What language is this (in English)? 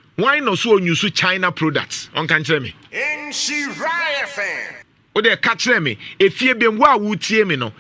Akan